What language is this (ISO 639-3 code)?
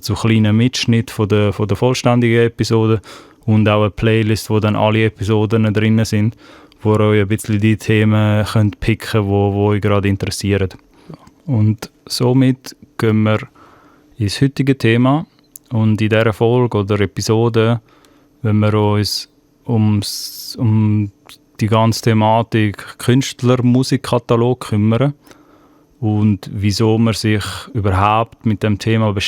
gsw